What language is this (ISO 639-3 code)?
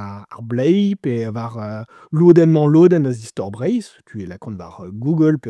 bre